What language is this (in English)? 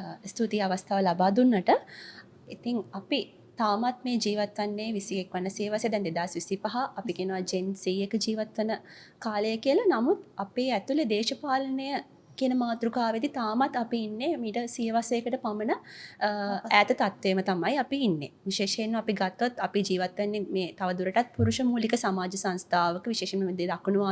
Sinhala